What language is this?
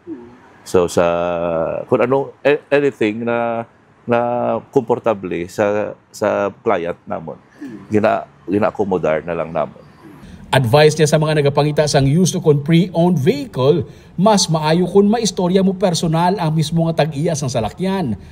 Hiligaynon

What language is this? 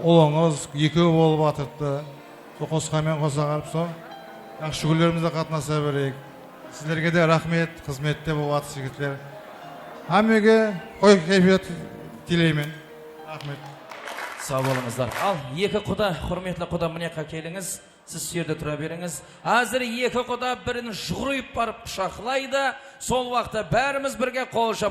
Kara-Kalpak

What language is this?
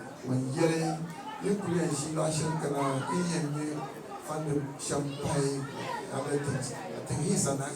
Dagbani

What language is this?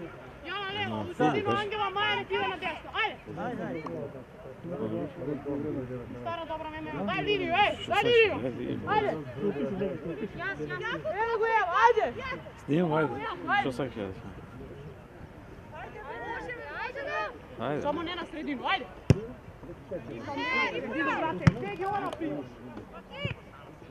Macedonian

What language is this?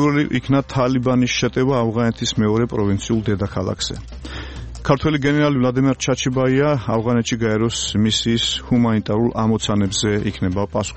Georgian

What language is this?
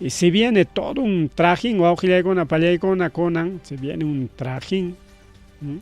Ayacucho Quechua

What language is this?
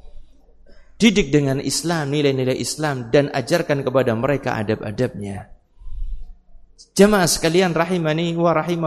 Indonesian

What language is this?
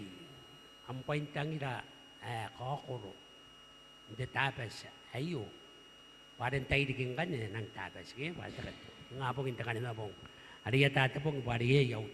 Gilbertese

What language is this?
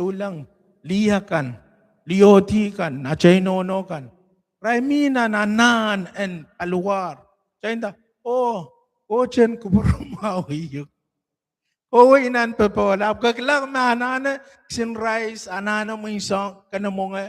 Pohnpeian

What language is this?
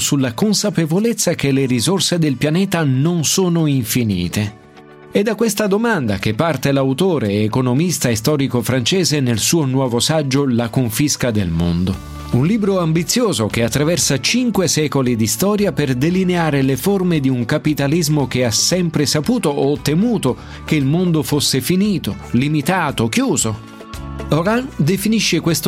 Italian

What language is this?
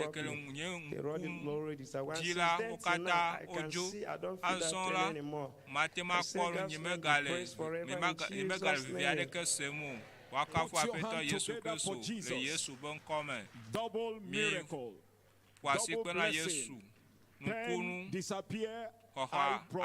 Ewe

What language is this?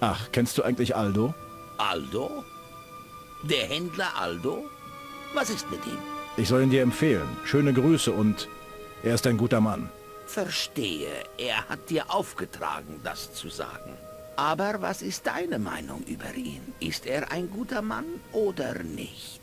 Bavarian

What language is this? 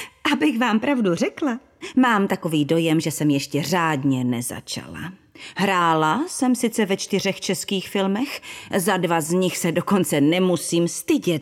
Czech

